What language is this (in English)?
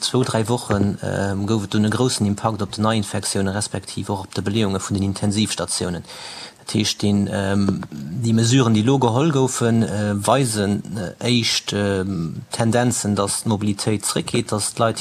Luxembourgish